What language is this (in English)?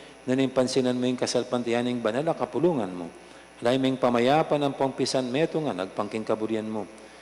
Pampanga